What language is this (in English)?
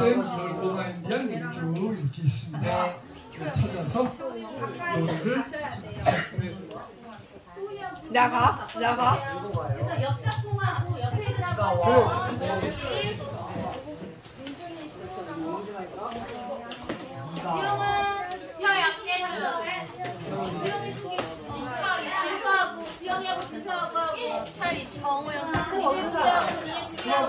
Korean